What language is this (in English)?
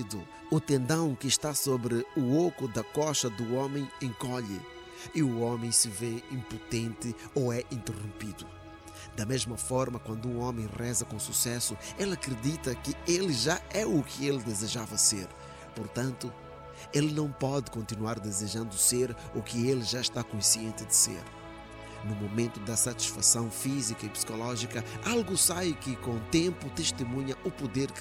Portuguese